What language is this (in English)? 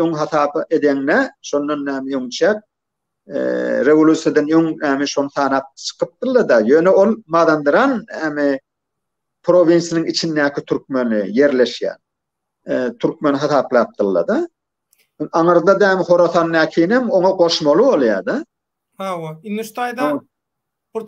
Turkmen